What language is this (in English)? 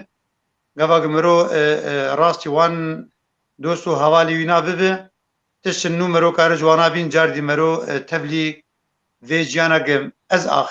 Kurdish